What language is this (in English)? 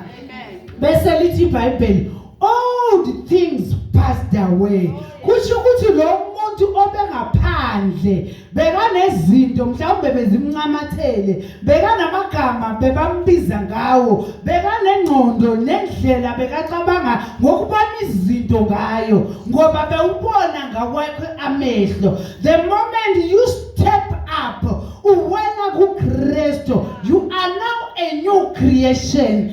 Zulu